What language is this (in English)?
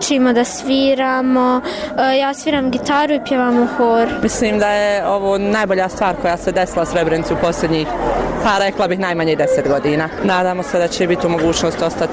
Bosnian